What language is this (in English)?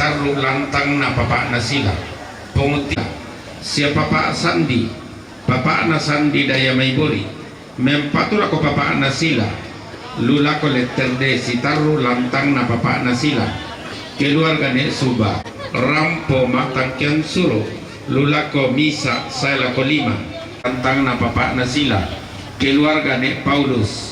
Toraja-Sa'dan